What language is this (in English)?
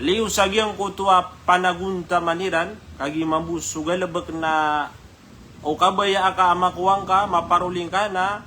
Maranao